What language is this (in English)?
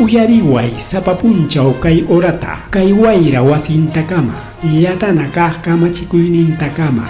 Ayacucho Quechua